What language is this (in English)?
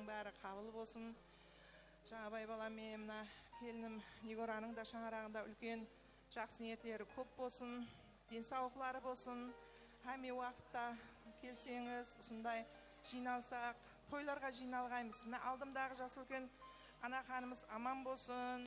Kara-Kalpak